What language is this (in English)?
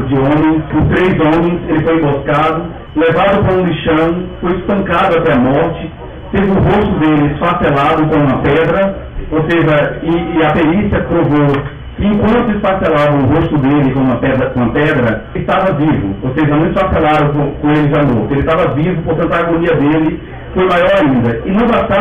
Portuguese